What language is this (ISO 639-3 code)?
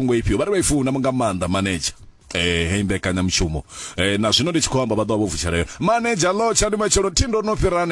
ven